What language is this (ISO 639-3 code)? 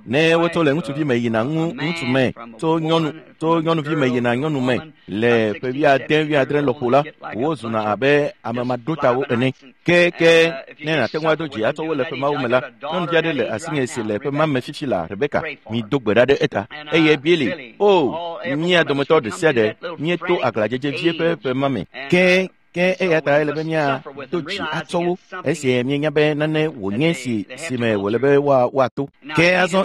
ewe